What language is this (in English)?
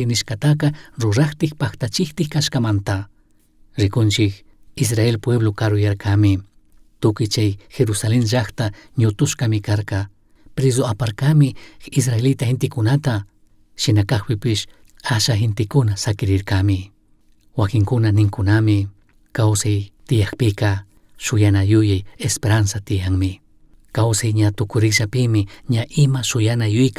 Chimborazo Highland Quichua